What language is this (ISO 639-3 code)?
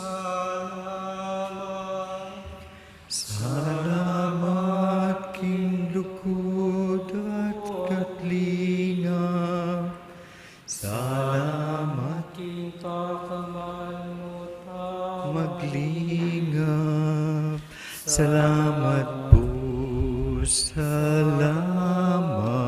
pam